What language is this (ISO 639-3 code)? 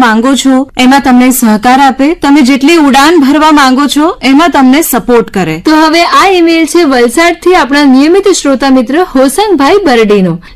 guj